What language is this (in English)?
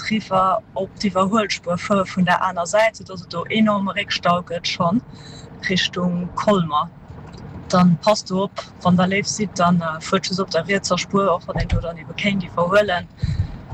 Luxembourgish